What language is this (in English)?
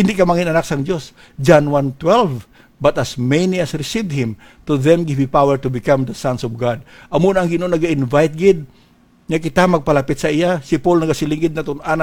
Hiligaynon